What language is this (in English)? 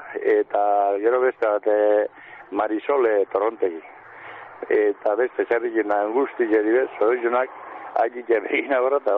Basque